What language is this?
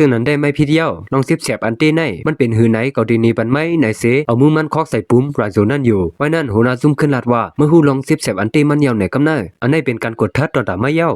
Shan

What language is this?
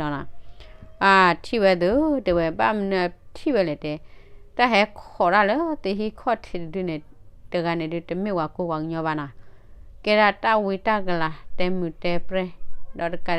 S'gaw Karen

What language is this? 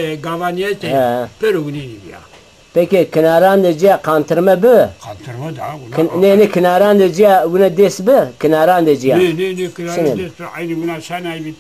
Zaza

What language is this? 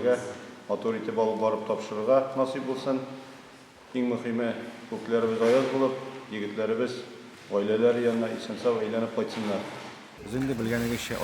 Tatar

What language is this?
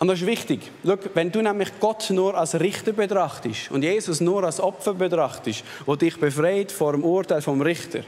Swiss German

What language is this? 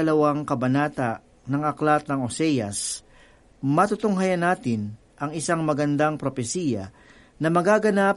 Filipino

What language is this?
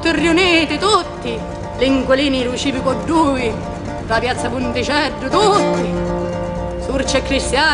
Sicilian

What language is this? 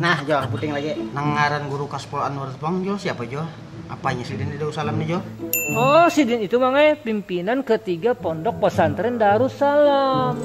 Banjar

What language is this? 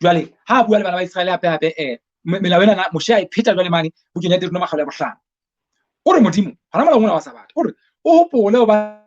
Southern Sotho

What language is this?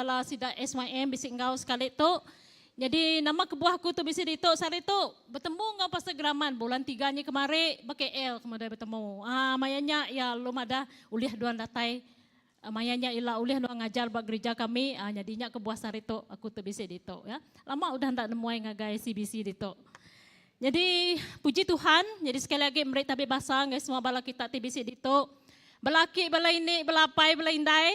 Iban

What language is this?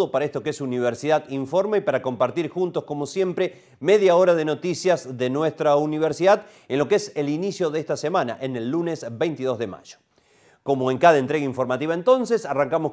Spanish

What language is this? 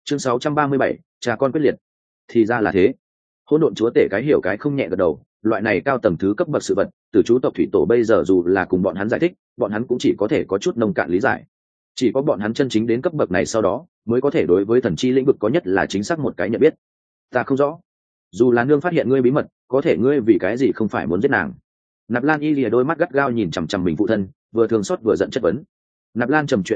Vietnamese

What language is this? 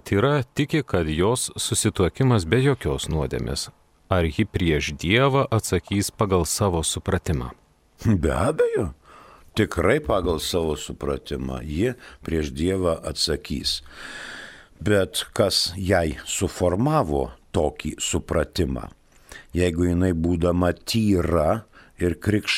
Lithuanian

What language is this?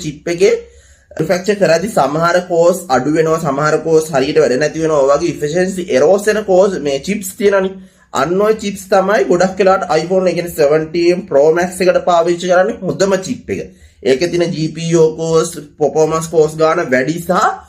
Sinhala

